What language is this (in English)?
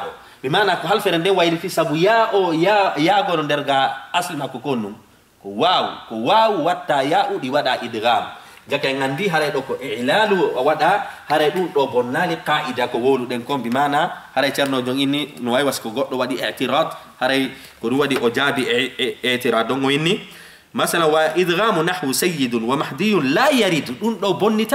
Fula